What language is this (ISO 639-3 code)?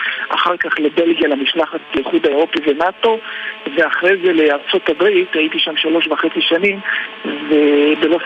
heb